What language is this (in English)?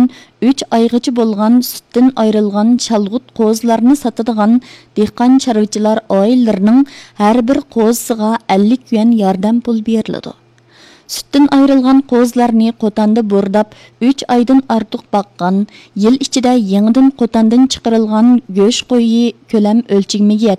Uyghur